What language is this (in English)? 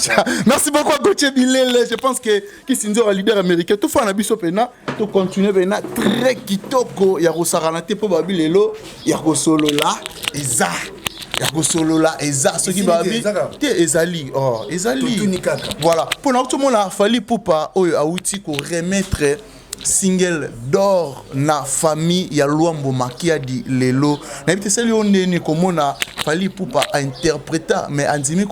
Lingala